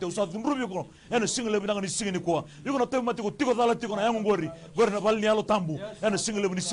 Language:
Fijian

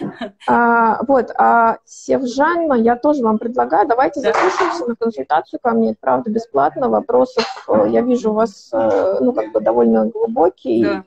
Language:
Russian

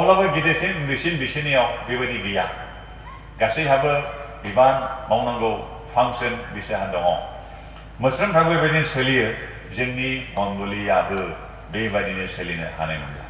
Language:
Bodo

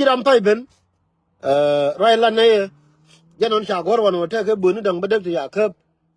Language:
Nuer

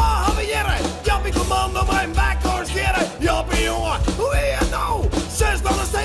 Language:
Western Frisian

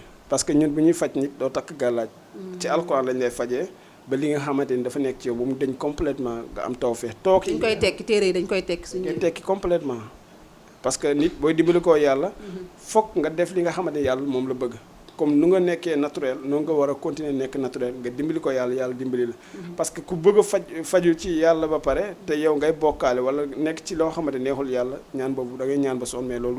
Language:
Wolof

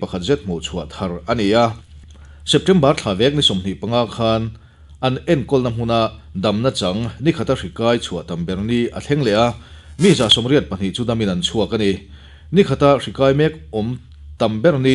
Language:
Mizo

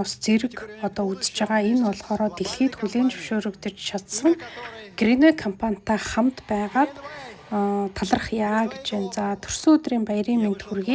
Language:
Mongolian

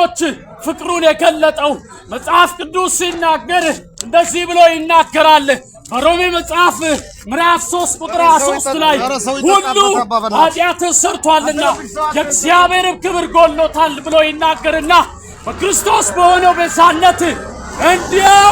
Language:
Amharic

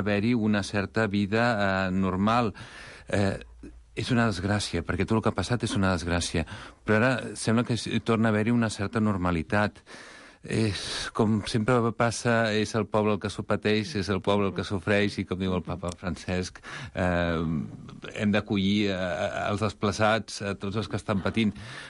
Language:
Catalan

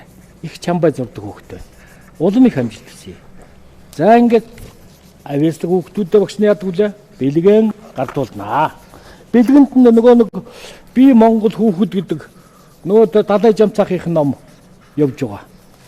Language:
Mongolian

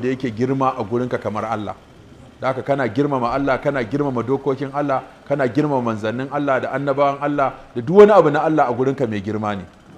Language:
Hausa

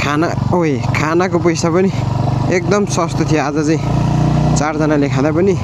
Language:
Nepali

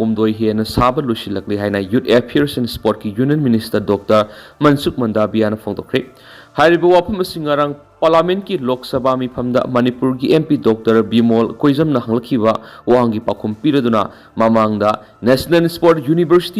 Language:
Manipuri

